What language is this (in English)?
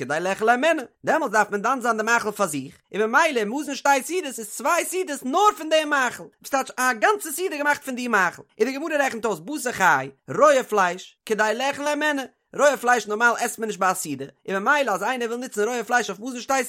Yiddish